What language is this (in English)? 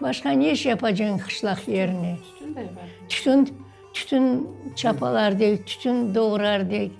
Crimean Tatar